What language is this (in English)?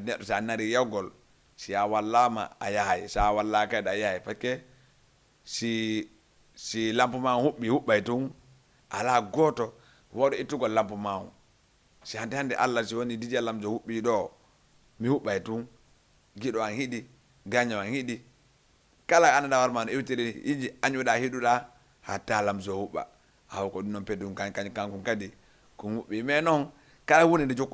Fula